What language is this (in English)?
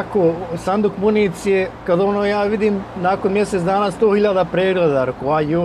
Bosnian